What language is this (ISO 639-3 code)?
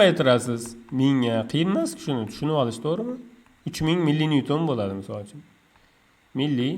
uzb